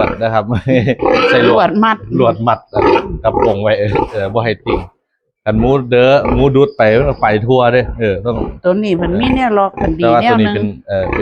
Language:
Northeastern Thai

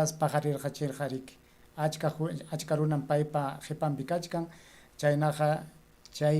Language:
Ayacucho Quechua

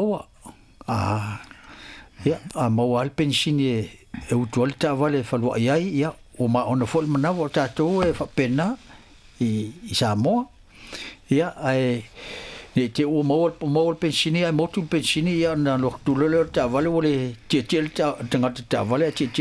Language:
Samoan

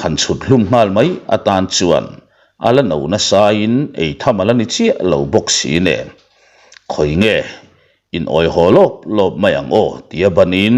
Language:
Mizo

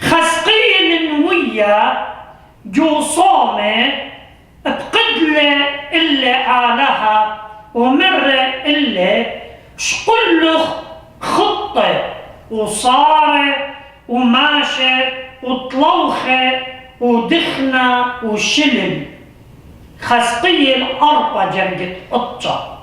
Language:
Assyrian Neo-Aramaic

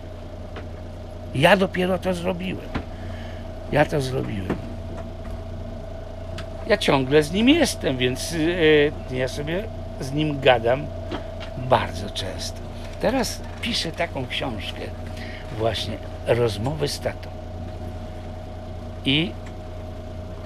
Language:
Polish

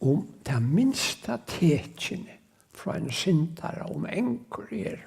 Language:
Faroese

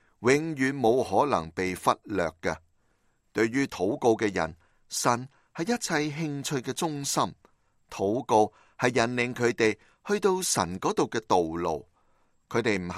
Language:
Cantonese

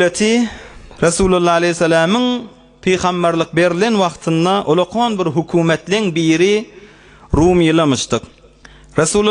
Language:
Turkmen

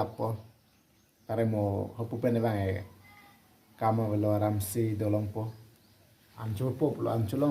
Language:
Karbi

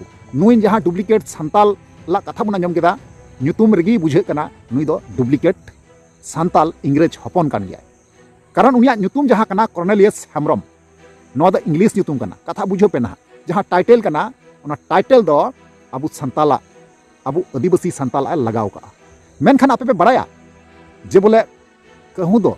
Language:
Santali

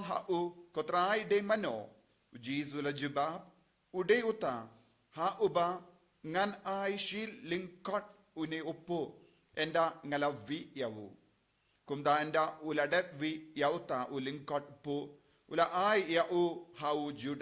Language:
Khasi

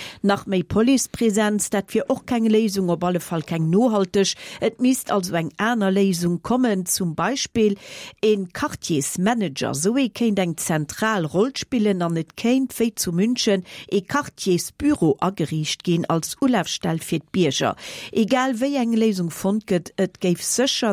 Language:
Luxembourgish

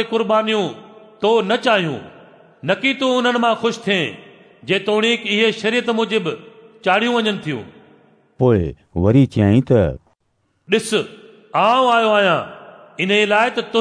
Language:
Sindhi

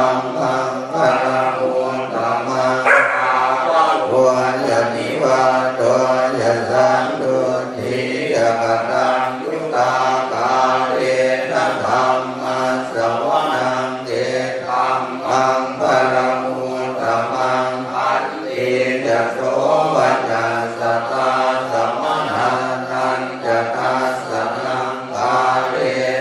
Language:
Pali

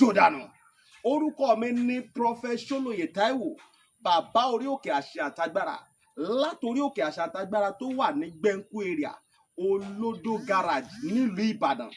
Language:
Yoruba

